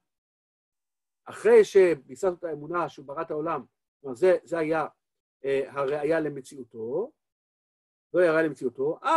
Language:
Hebrew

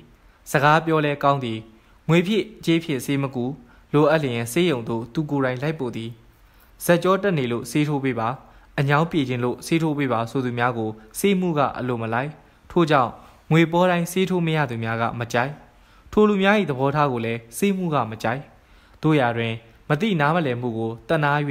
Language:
Burmese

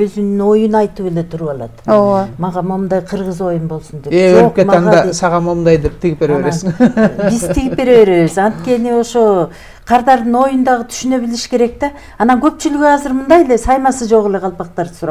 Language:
Kyrgyz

